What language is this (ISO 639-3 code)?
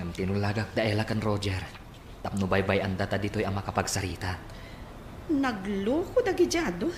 ilo